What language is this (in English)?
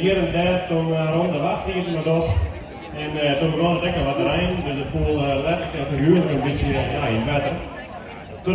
Western Frisian